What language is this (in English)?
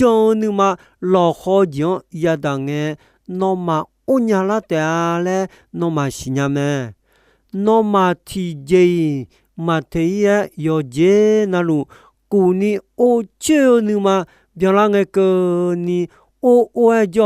Akha